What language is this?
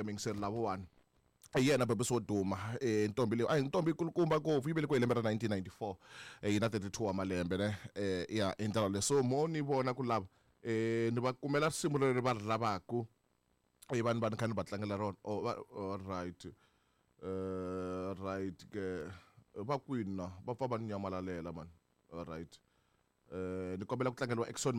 Tsonga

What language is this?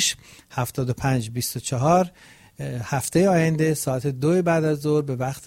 Persian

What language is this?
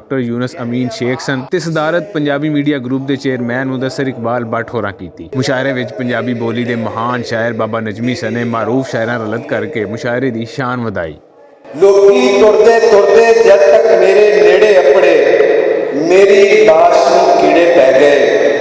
Western Panjabi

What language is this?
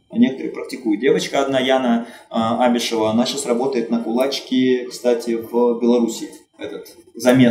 Russian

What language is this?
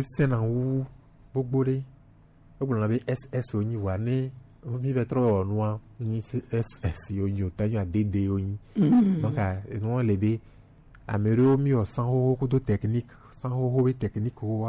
Gen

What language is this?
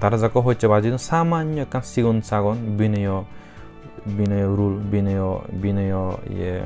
Chakma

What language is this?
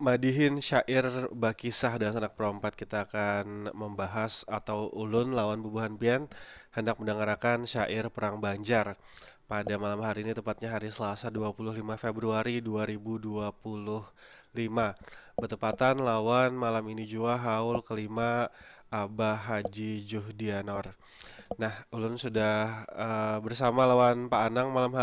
Banjar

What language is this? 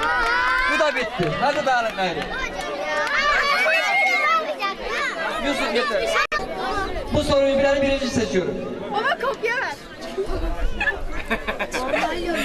Turkish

